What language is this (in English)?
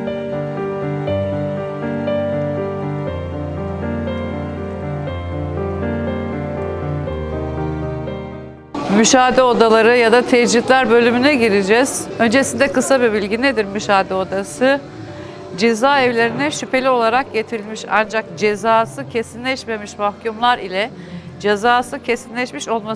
Turkish